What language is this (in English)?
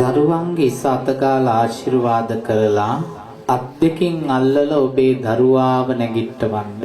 Sinhala